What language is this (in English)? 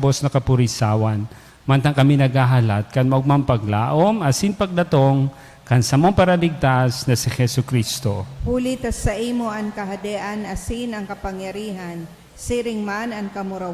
Bikol